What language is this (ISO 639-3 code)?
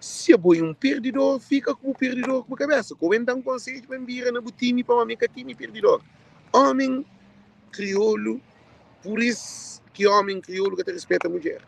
kea